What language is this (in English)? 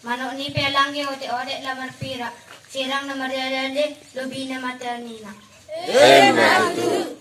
Batak Toba